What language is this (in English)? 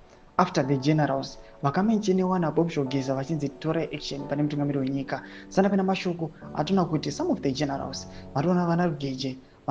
Shona